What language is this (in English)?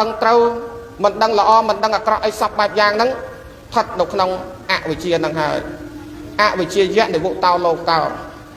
Khmer